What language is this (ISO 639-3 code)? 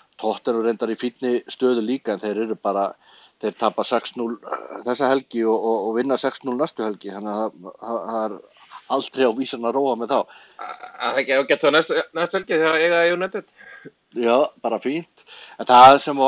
isl